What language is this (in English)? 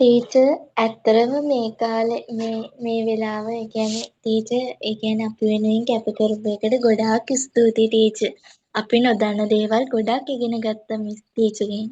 Sinhala